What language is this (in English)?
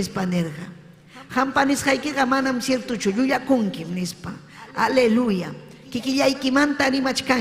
Ayacucho Quechua